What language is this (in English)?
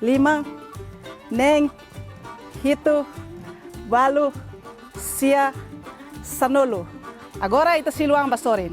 Tetum